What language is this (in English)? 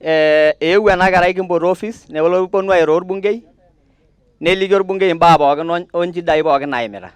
Masai